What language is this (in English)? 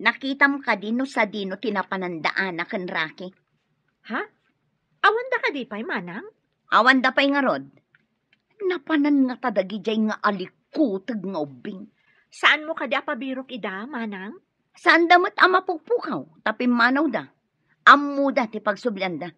Iloko